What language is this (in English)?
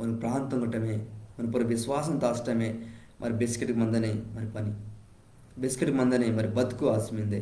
Koya